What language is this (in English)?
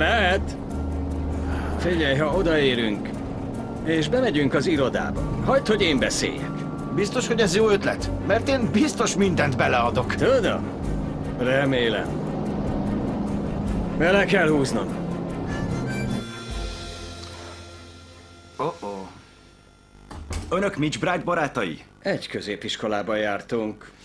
Hungarian